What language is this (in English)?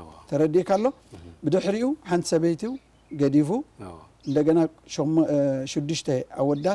Tigrinya